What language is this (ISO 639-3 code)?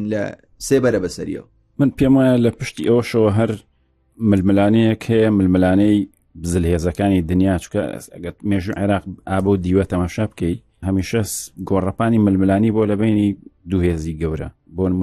ckb